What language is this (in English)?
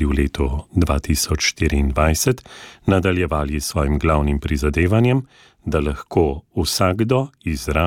Slovenian